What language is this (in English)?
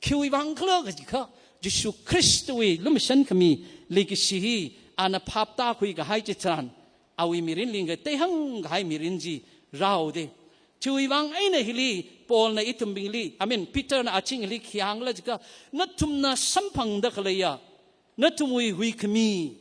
Tangkhul Naga (India)